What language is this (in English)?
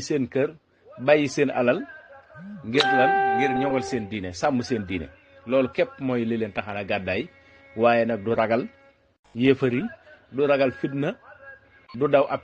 Wolof